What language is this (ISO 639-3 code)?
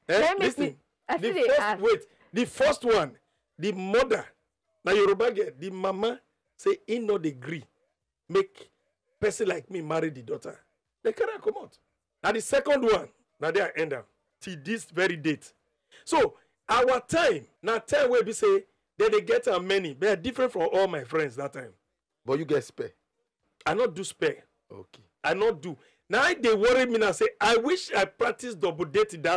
pcm